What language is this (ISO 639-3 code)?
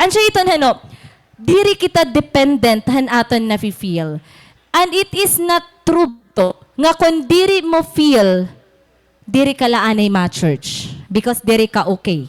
war